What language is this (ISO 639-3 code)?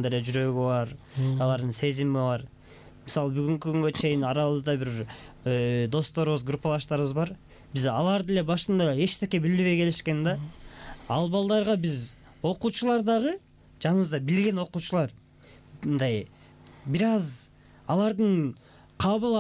kir